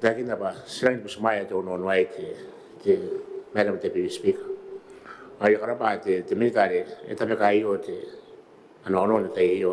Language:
Gilbertese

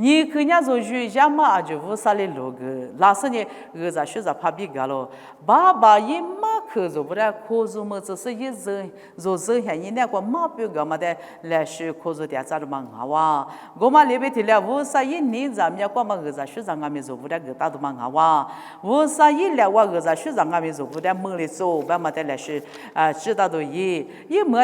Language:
Lisu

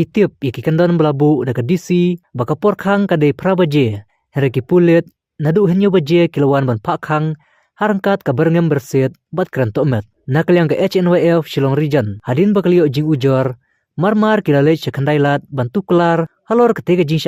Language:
Khasi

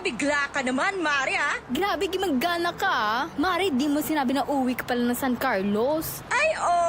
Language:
Pangasinan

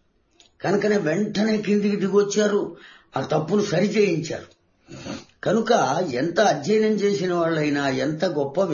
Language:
Telugu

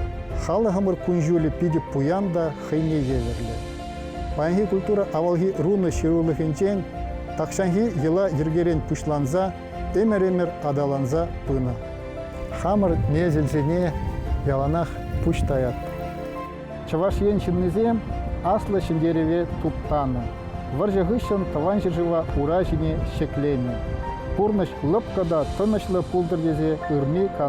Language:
Chuvash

